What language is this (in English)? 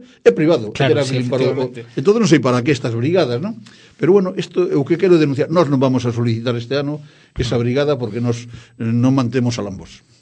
Galician